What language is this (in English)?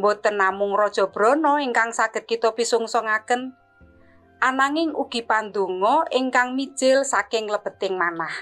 Javanese